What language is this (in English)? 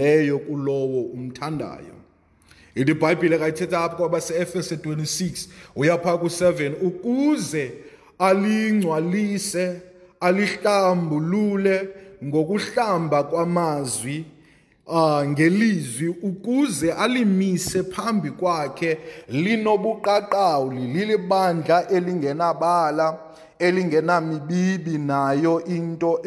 Xhosa